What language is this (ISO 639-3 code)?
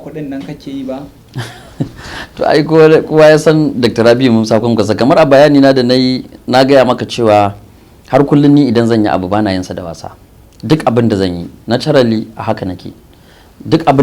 hau